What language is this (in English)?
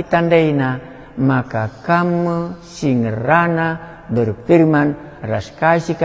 Batak Karo